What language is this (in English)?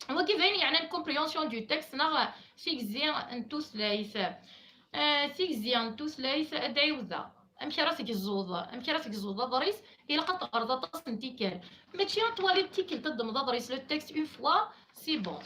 Kabyle